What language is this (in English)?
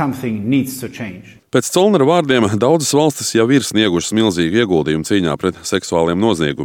Latvian